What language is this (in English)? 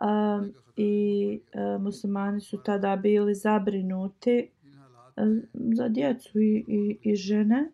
Bosnian